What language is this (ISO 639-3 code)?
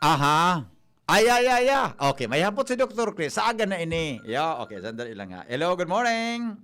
bik